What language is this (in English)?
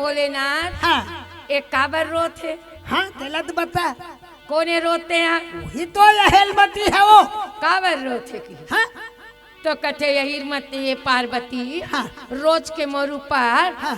Chhattisgarhi